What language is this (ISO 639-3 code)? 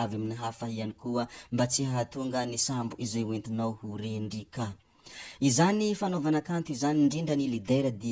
mlg